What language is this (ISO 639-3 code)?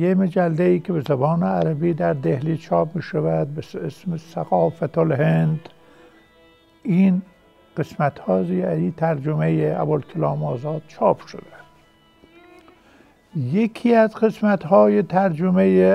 fas